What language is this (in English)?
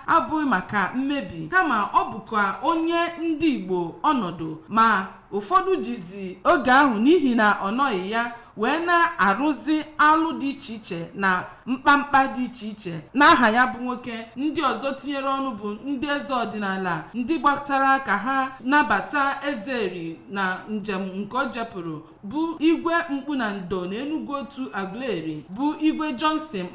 Igbo